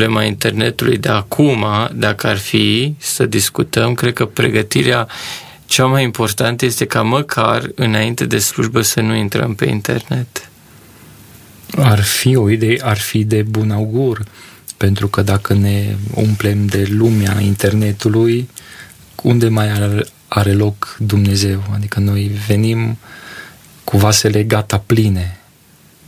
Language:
Romanian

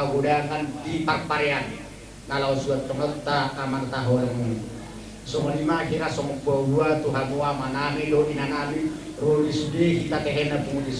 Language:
Batak Toba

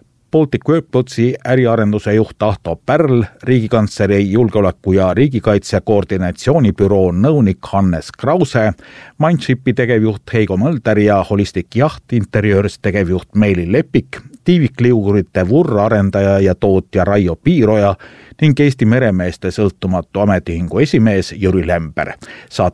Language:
Estonian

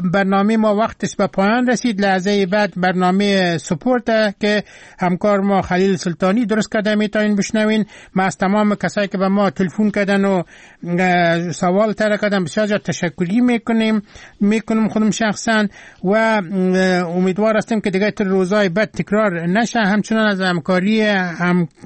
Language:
Persian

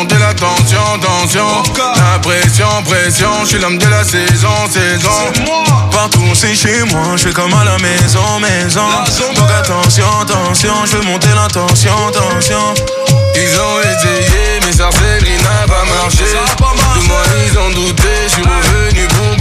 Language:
French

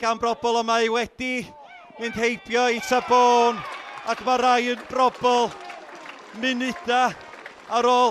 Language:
Welsh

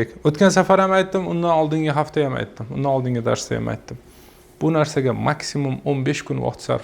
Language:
Uzbek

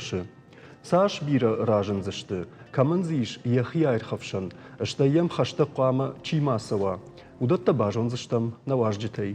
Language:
Ossetic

